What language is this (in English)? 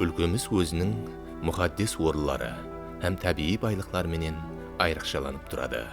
Kara-Kalpak